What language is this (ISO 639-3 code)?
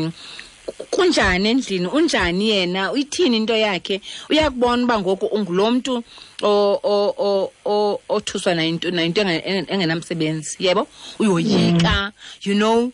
xho